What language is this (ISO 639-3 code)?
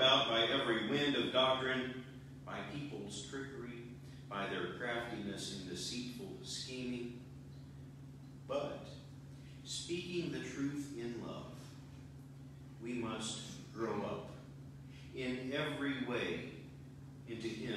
eng